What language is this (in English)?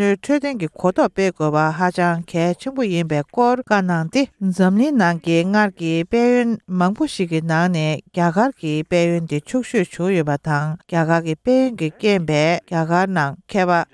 Tibetan